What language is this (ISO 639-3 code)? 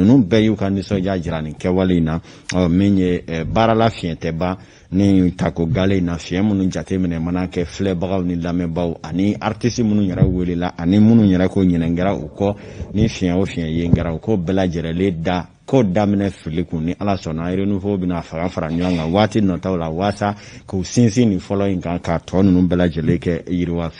bam